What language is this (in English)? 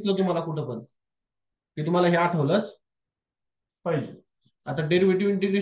Marathi